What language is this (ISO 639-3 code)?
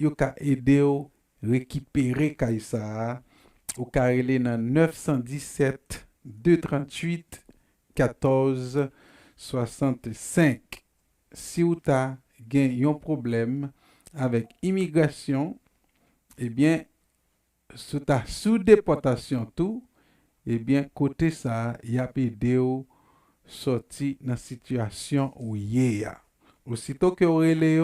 hat